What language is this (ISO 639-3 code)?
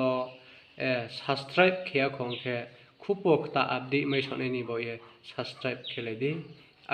ria